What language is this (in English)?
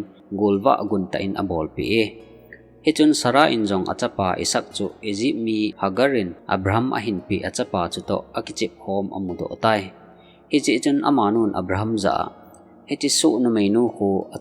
Thado Chin